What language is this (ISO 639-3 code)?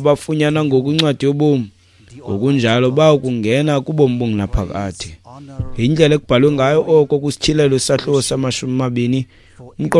xho